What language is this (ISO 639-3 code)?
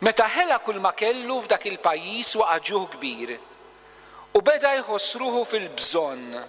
mlt